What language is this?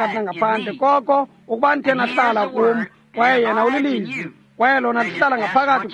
Xhosa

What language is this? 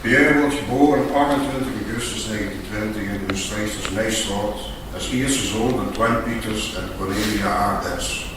Limburgish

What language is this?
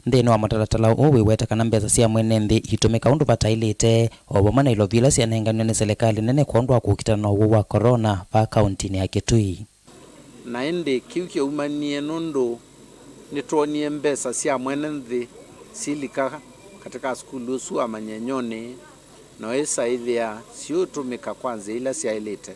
Kamba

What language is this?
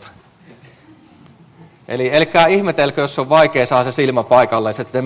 Finnish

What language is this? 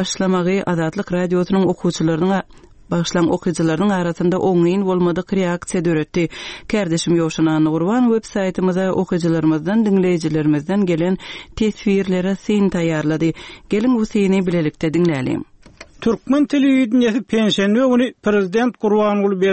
Turkmen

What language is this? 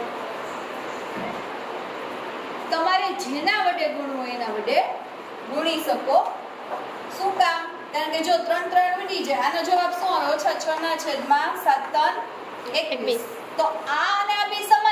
Gujarati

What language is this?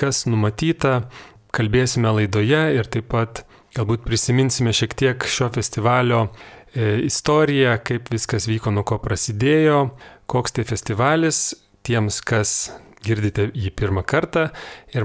Lithuanian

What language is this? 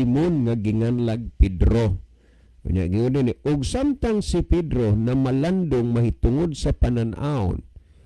Cebuano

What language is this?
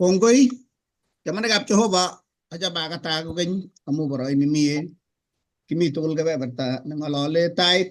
Kalenjin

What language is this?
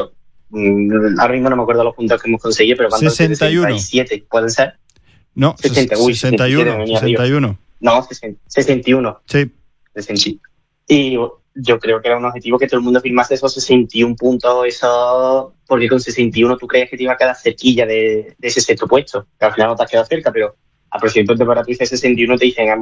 Spanish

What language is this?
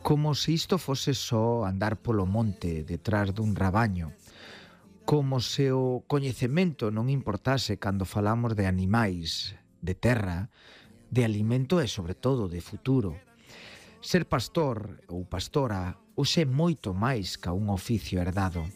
Galician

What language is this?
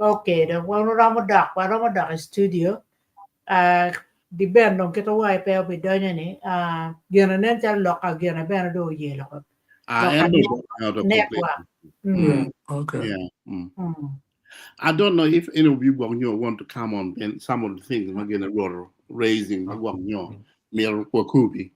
Acoli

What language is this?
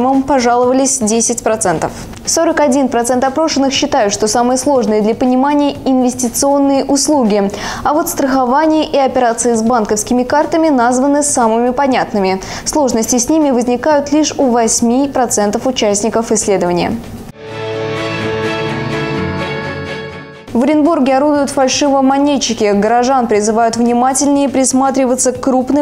Russian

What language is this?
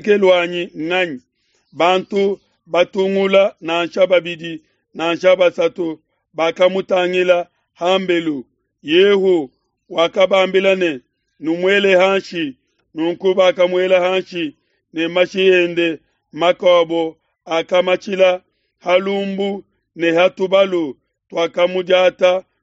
Luba-Lulua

